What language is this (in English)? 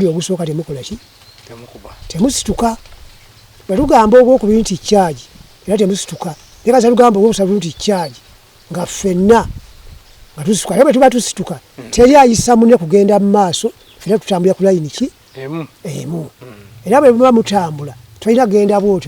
Ganda